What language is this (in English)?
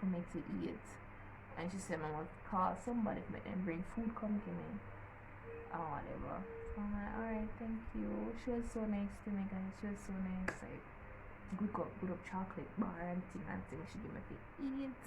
Jamaican Creole English